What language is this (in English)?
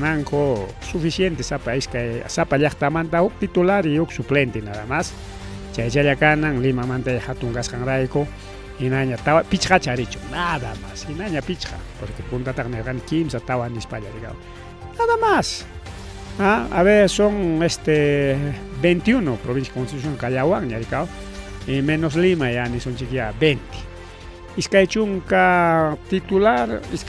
Ayacucho Quechua